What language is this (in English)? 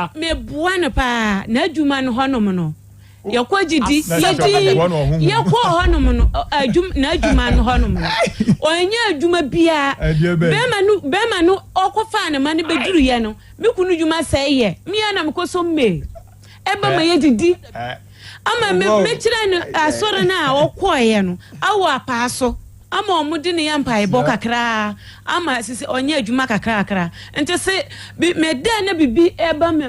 Akan